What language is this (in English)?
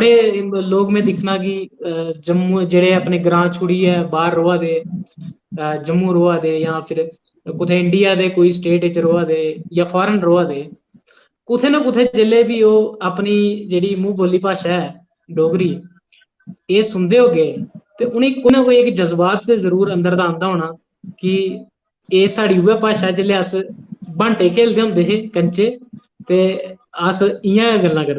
Dogri